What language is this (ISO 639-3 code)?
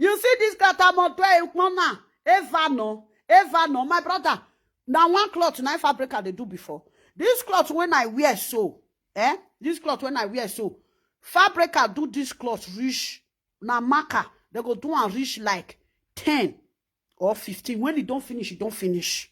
pcm